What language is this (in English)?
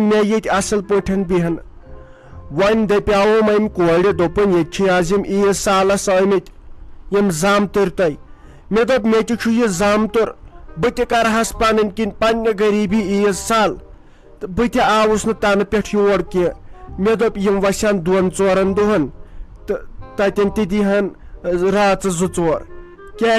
Kashmiri